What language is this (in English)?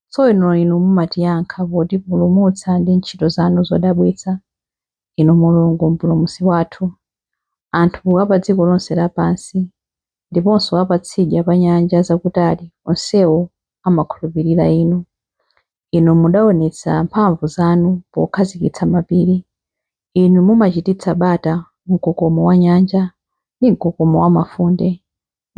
Nyanja